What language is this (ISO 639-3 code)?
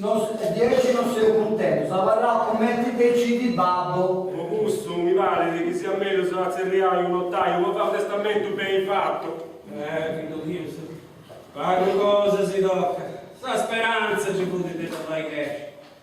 srd